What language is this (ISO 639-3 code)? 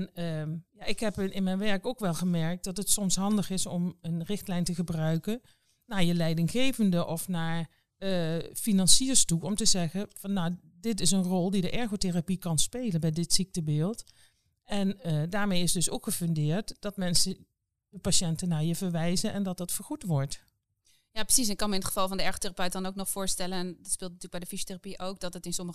nld